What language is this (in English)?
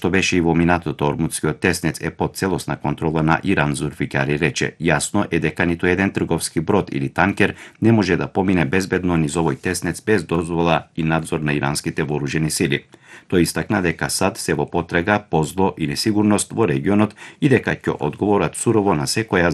Macedonian